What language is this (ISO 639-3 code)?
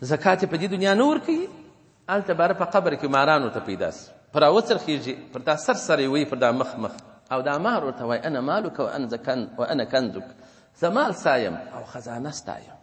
pus